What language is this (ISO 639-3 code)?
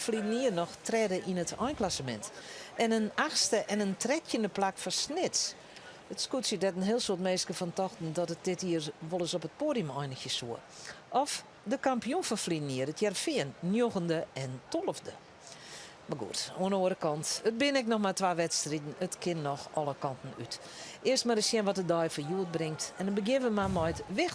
fry